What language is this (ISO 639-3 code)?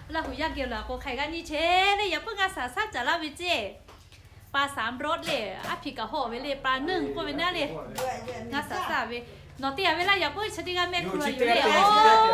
lhu